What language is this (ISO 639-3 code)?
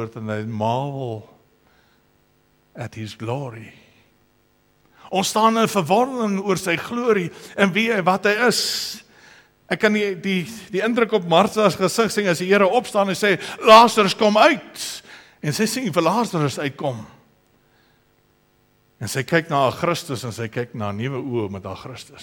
afr